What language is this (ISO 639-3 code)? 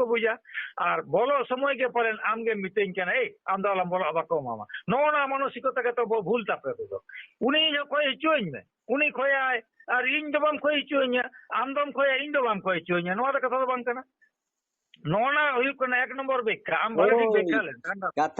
sat